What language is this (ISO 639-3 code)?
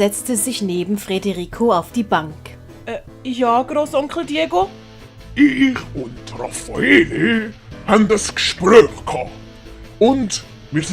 gsw